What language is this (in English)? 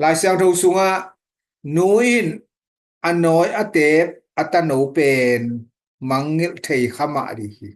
Tedim Chin